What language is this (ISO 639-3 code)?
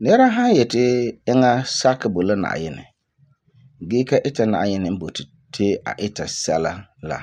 gur